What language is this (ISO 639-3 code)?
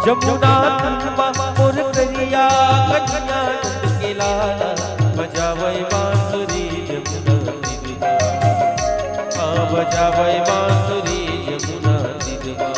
hne